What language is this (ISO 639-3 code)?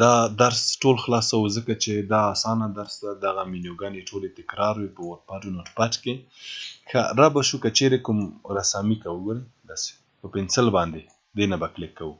pus